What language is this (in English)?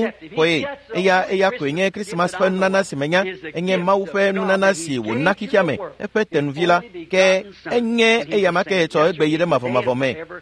Ewe